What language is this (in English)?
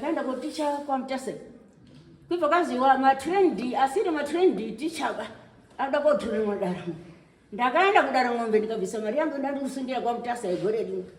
Shona